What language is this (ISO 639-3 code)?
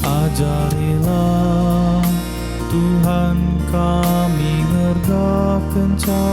btx